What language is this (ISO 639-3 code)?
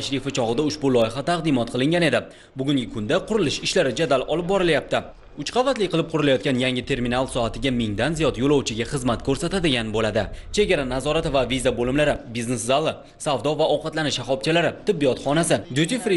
uzb